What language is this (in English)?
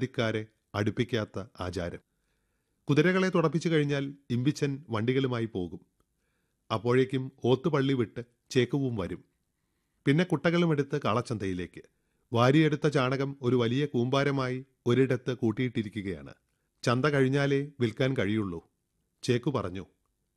Malayalam